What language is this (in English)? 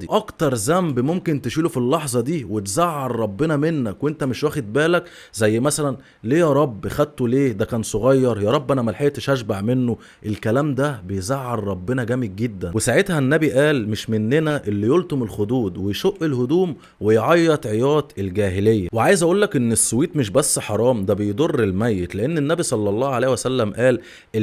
Egyptian Arabic